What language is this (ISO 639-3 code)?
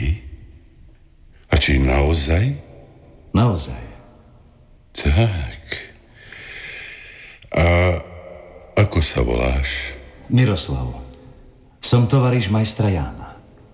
slk